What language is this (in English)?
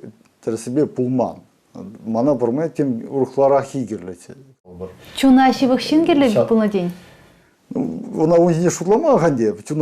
Chuvash